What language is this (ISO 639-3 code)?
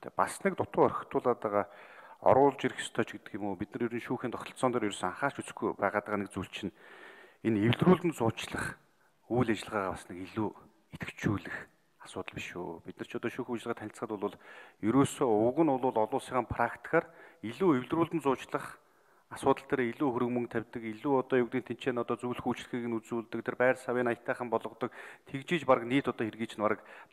mon